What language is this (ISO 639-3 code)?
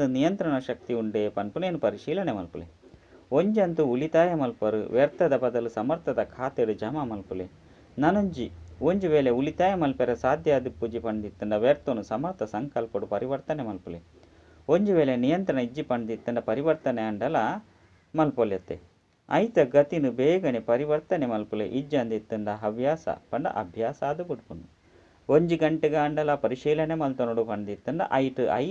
tcy